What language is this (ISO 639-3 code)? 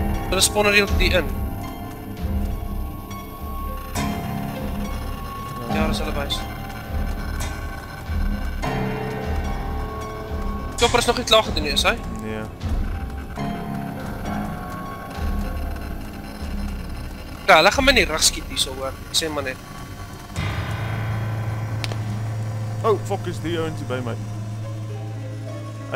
afr